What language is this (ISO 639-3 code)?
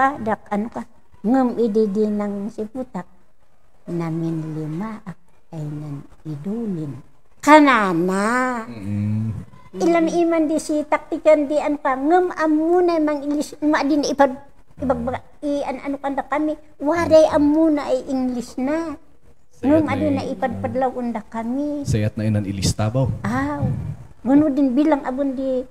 kne